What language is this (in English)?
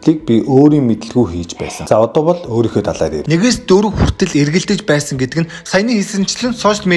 Mongolian